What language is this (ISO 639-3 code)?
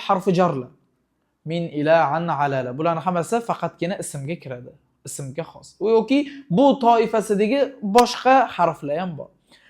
uzb